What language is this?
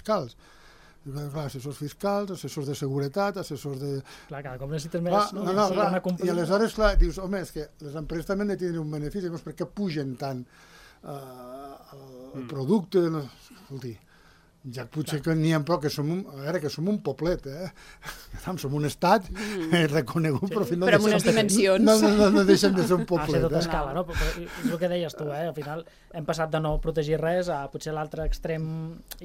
Catalan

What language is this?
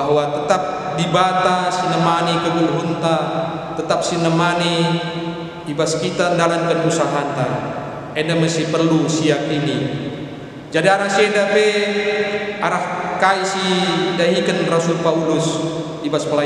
Batak Karo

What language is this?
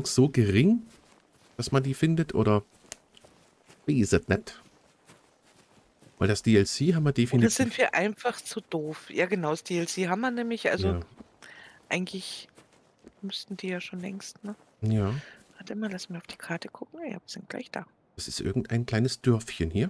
German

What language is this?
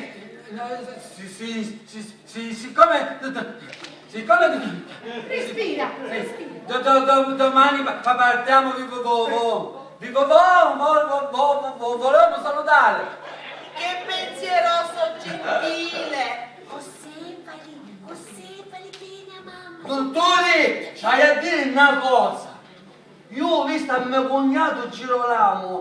Sicilian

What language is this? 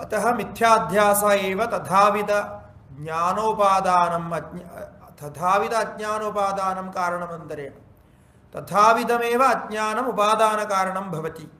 Sanskrit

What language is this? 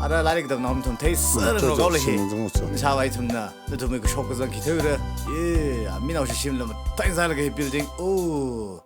Tangkhul Naga (India)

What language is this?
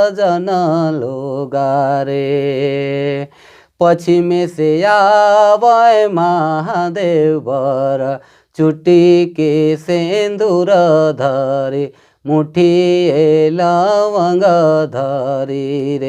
Sadri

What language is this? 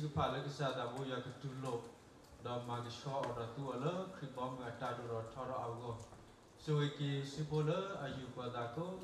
S'gaw Karen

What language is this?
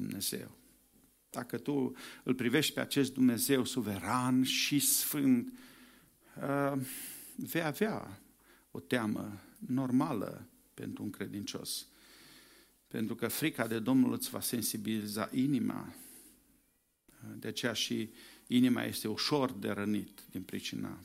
Romanian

